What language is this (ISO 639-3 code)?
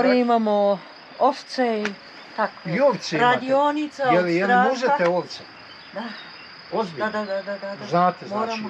bos